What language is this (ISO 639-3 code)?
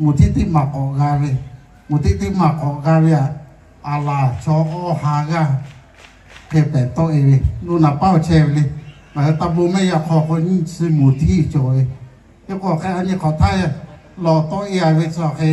lhu